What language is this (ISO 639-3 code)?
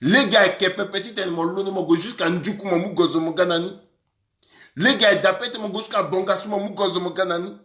sag